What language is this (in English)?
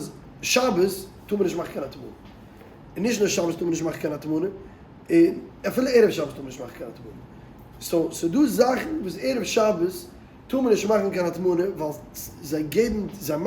Yiddish